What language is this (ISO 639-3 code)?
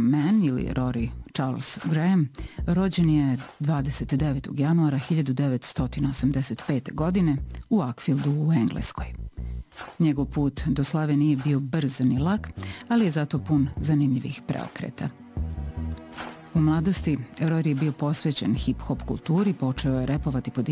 srp